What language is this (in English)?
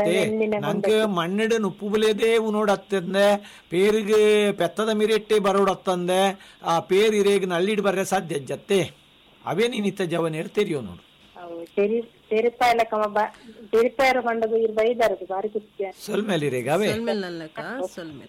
Tulu